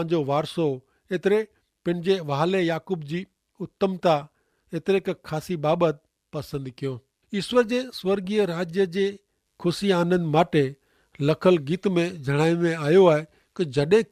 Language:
Kachhi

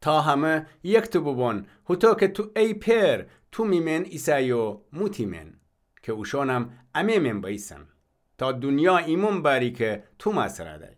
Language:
Gilaki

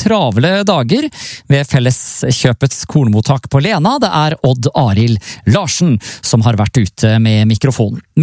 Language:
Norwegian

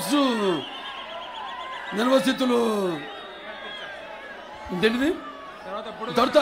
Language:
Telugu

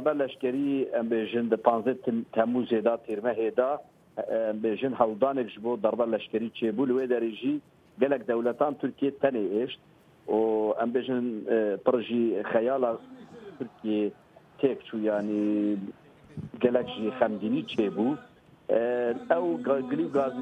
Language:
Kurdish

